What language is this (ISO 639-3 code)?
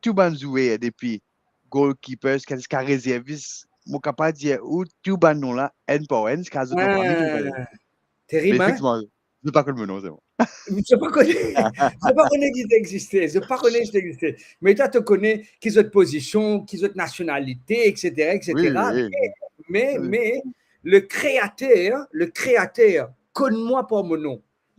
mfe